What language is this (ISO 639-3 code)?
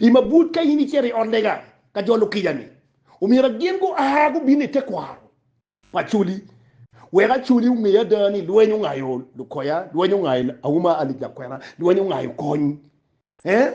ach